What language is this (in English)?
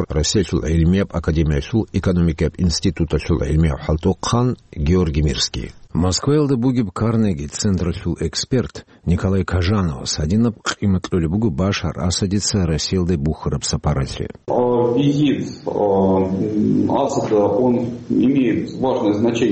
Avaric